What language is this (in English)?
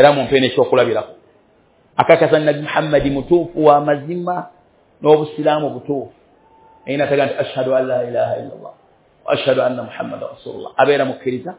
Ganda